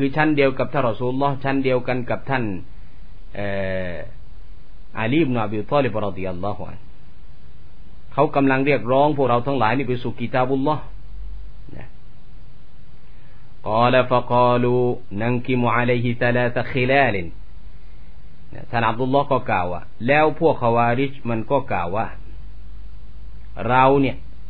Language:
Thai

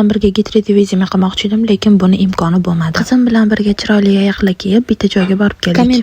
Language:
Uzbek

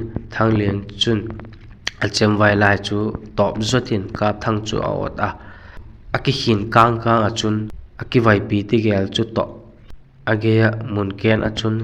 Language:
Vaiphei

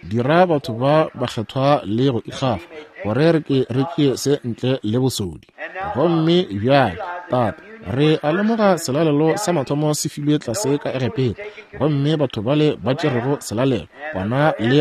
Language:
Northern Sotho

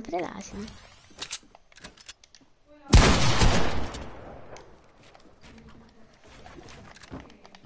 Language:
Italian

